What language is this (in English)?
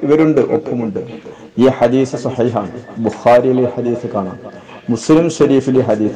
Malayalam